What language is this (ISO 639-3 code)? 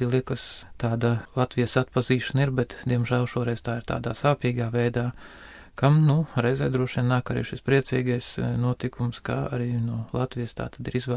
lav